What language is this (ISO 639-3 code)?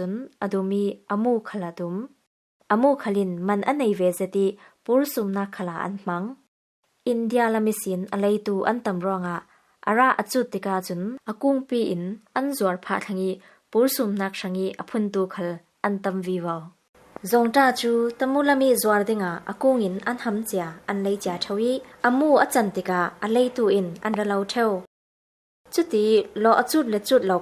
cfm